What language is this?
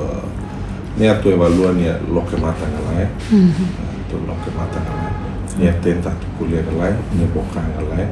Tetum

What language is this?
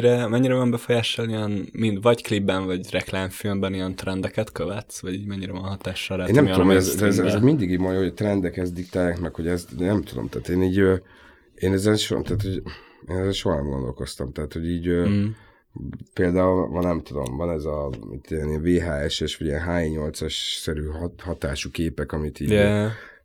Hungarian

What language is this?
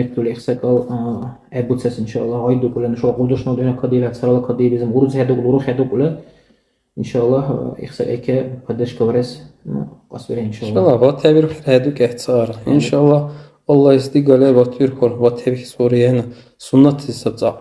Dargwa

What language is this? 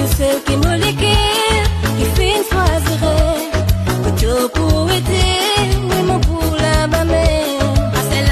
Morisyen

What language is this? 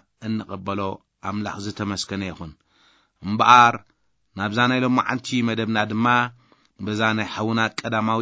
Tigrinya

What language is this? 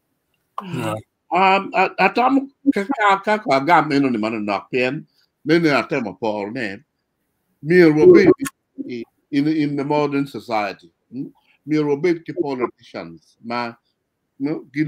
Acoli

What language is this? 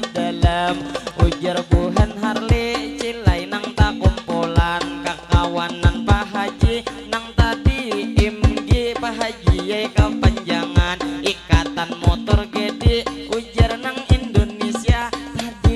Banjar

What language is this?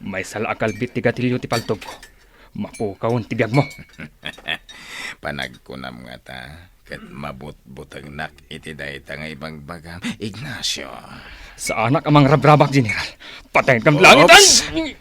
Iloko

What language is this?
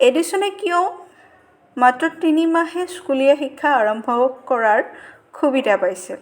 Assamese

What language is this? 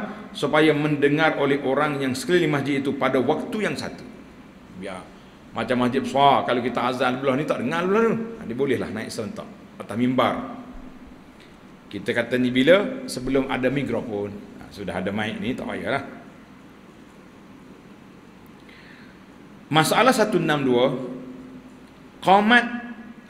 Malay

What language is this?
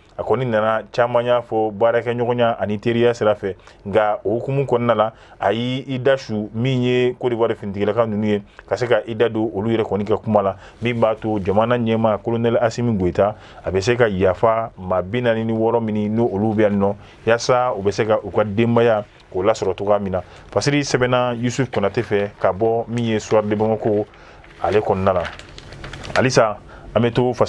Bambara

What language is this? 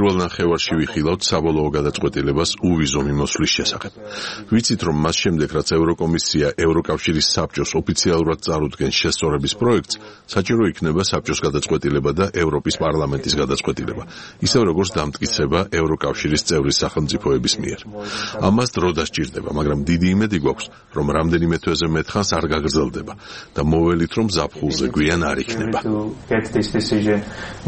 Georgian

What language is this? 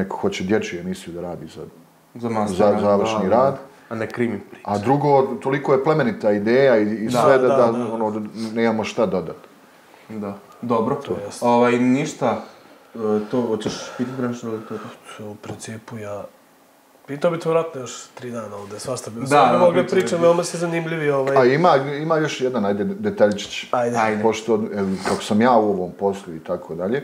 Bosnian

